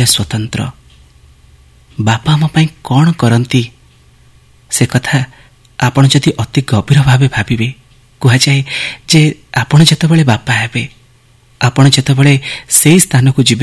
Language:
Odia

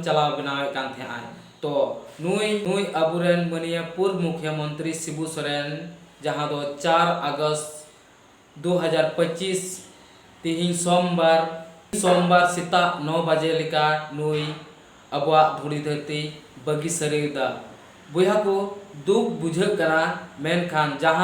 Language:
Santali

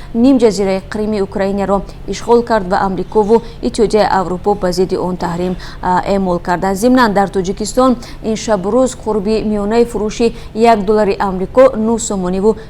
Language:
Tajik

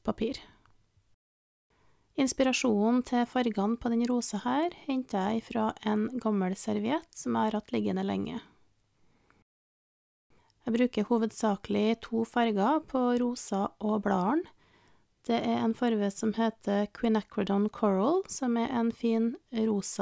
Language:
Norwegian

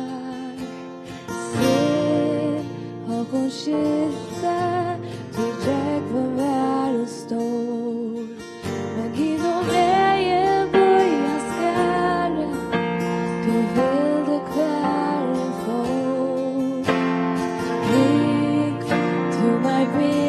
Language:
Faroese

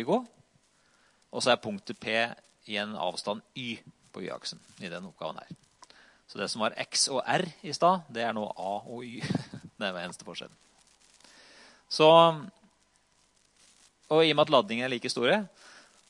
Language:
Norwegian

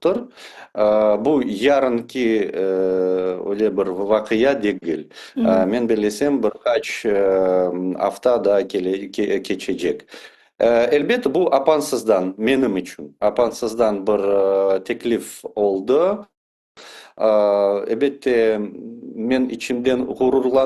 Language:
Crimean Tatar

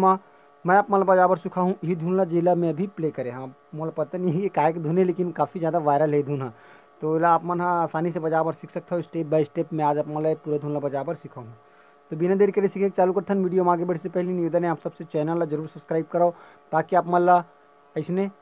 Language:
Chhattisgarhi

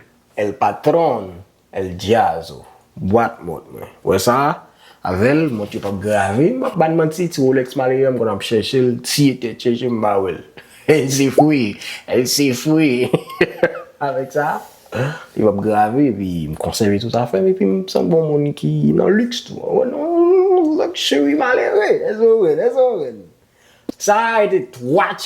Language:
Haitian Creole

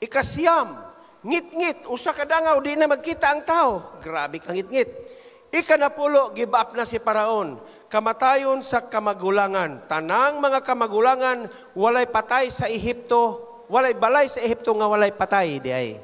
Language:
Cebuano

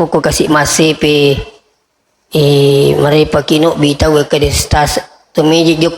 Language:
Buginese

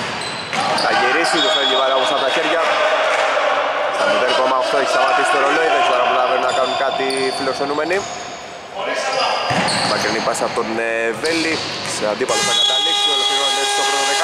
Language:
Greek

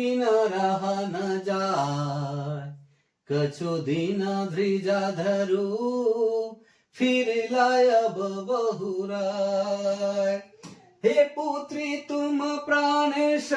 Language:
Sadri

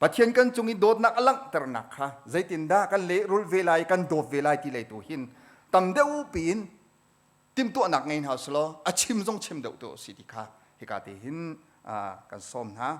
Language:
Hakha Chin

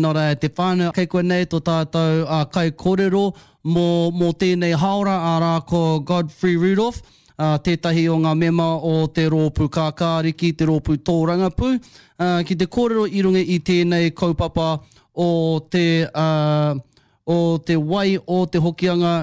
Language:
Māori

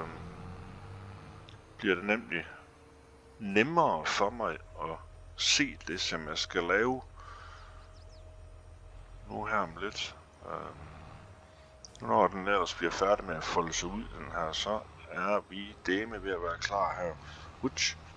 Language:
Danish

